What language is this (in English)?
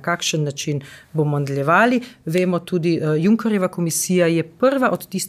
Slovenian